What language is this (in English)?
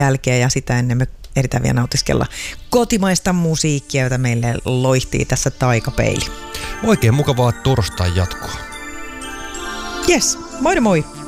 Finnish